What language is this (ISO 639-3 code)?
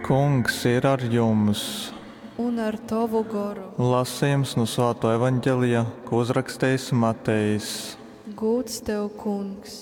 ltg